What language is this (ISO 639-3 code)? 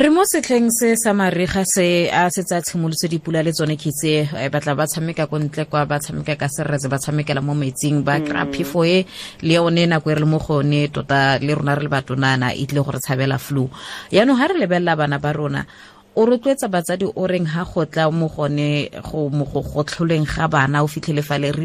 tsn